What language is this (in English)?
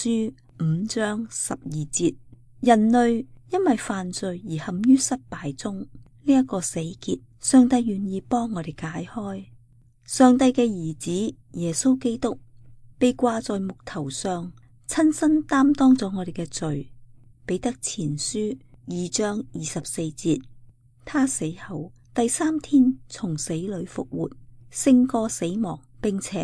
Cantonese